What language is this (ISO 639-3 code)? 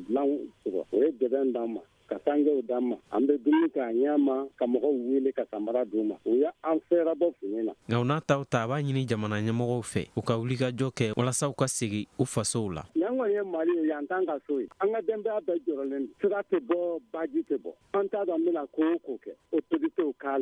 bam